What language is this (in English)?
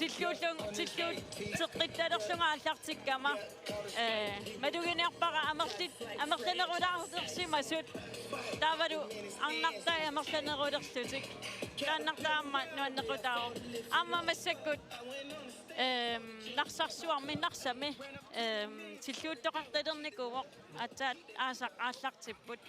Kalaallisut